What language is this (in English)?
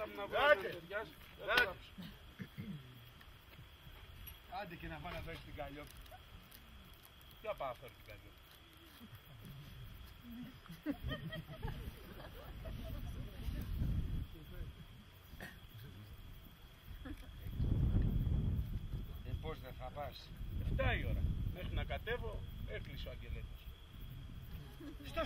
Greek